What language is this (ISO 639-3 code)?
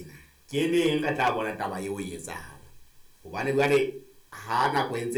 sot